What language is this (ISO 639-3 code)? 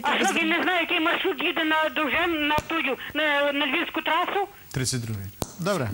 ukr